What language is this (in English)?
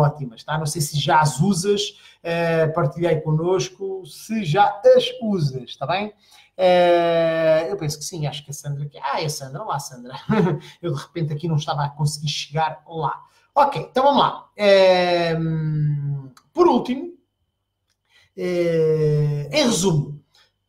Portuguese